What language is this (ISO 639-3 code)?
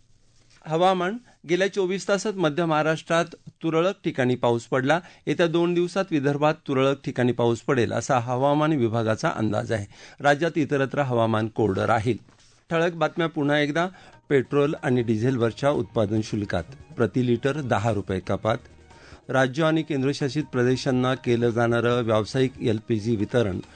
mar